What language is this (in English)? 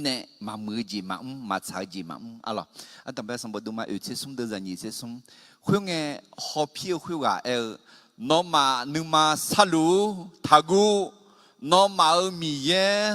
Akha